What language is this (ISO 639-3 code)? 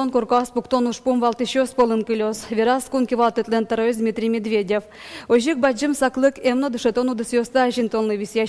udm